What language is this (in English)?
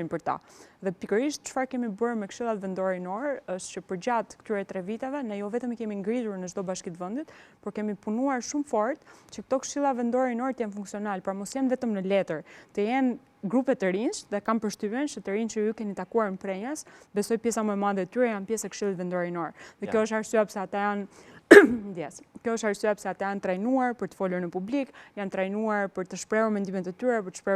Albanian